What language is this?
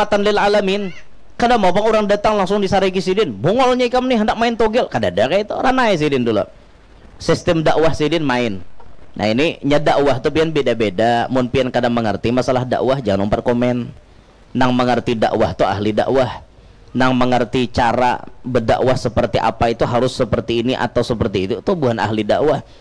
Banjar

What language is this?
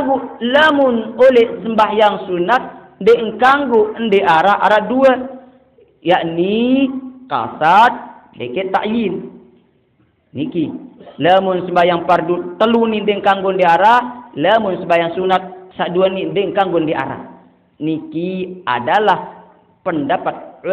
Sasak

